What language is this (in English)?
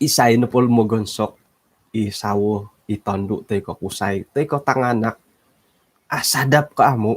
Central Dusun